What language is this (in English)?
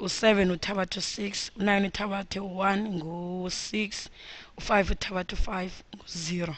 Xhosa